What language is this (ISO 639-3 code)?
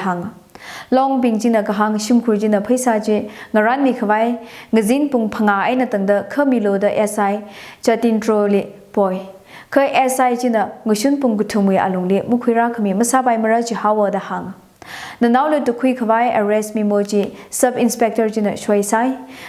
nmf